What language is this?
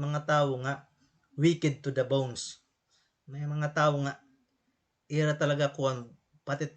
Waray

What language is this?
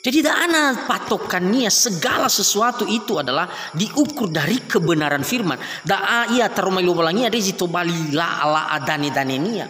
Nias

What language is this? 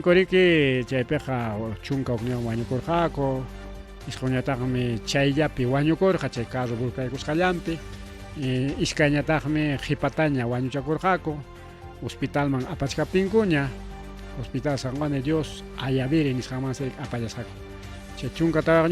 Ayacucho Quechua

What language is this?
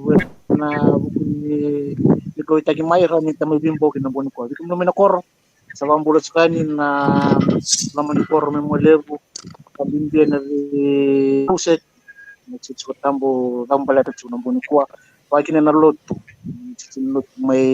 Fijian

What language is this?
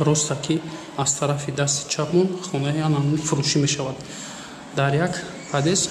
Tajik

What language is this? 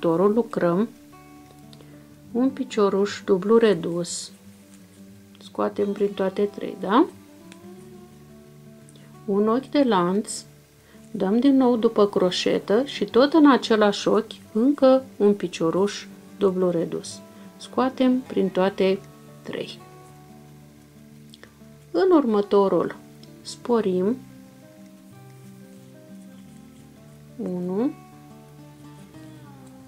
Romanian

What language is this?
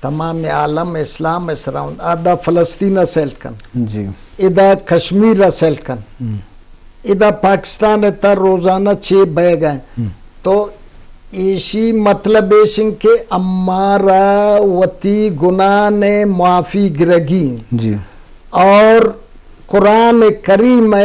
Baluchi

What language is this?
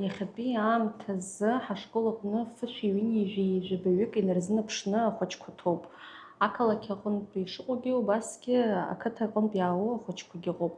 Abkhazian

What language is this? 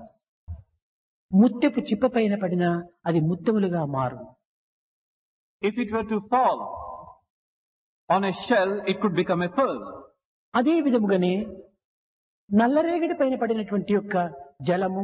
Telugu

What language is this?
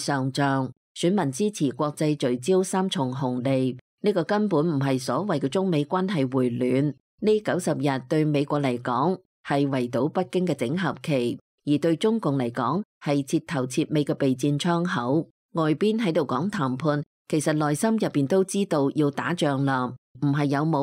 Cantonese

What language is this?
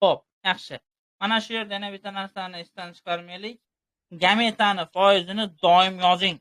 Uzbek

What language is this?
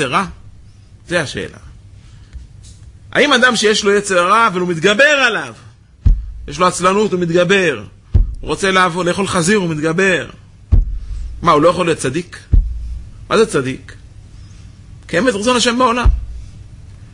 Hebrew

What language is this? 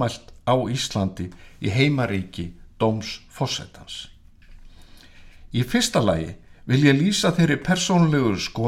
Icelandic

